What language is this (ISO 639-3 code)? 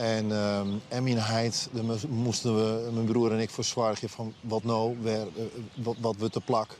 fry